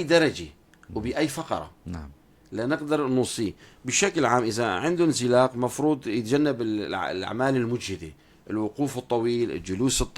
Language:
North Levantine Arabic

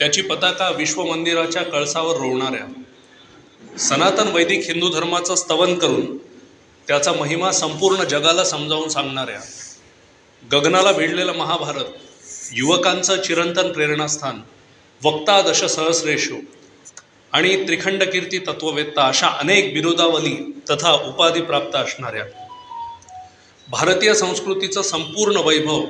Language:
Marathi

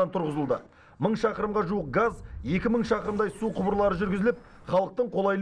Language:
Kazakh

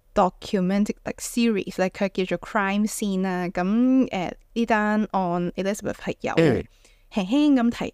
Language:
Cantonese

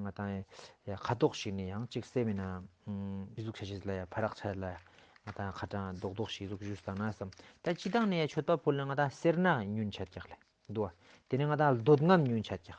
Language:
Tibetan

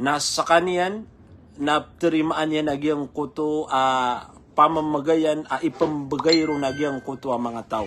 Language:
Maranao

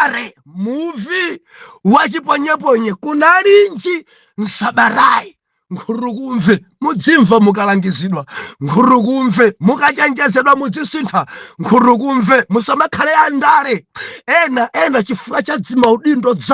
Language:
Nyanja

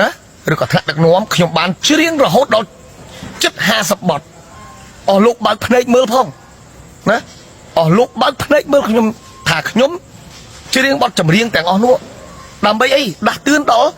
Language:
Khmer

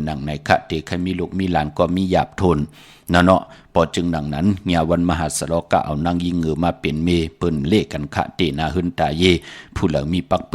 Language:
Shan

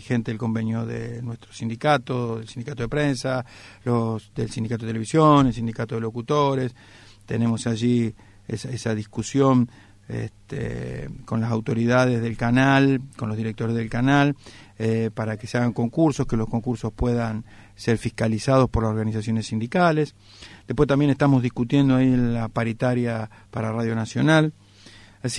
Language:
Spanish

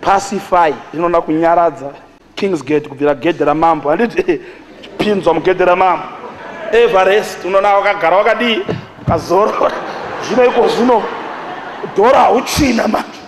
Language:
Shona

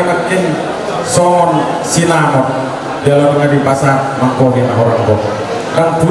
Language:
Batak Toba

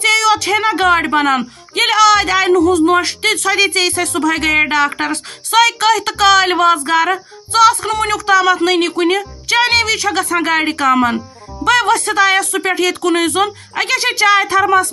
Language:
Kashmiri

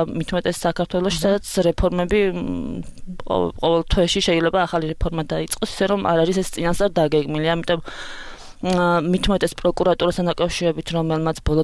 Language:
Georgian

